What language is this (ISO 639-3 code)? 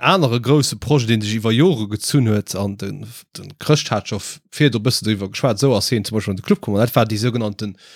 ltz